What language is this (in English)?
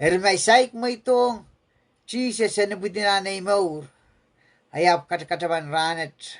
Pohnpeian